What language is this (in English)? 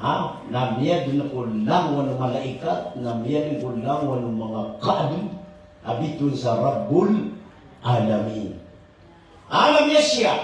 Maranao